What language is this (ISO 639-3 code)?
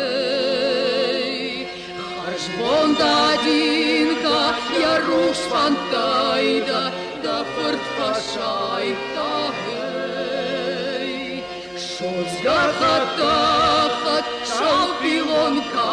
oss